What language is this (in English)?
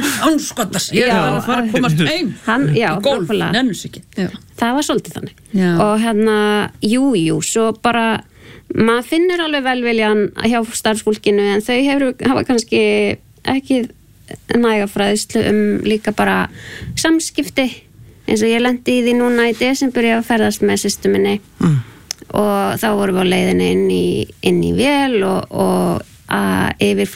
Icelandic